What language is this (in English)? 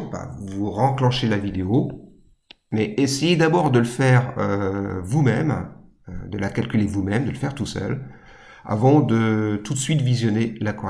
French